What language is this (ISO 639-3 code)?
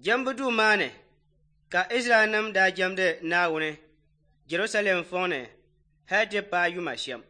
dag